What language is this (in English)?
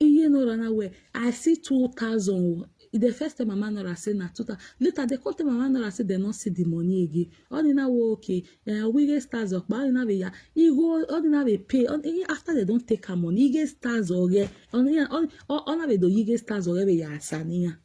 Nigerian Pidgin